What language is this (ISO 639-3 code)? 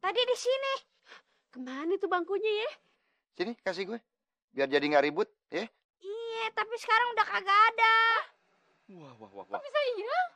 bew